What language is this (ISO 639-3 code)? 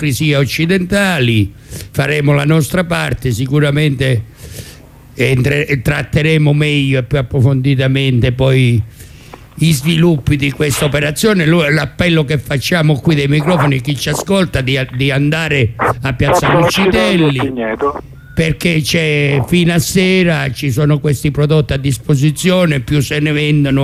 ita